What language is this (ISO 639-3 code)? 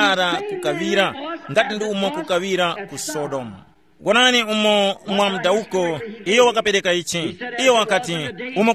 tum